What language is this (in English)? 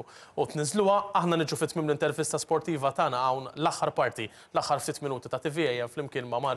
Maltese